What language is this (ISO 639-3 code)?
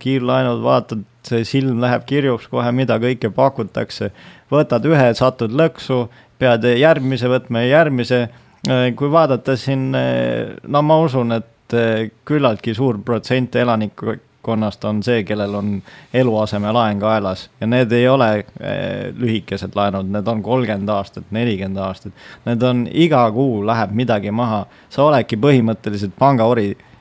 est